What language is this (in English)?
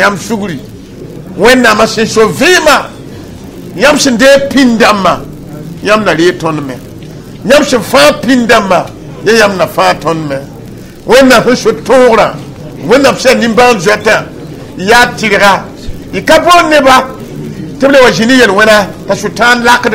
Mossi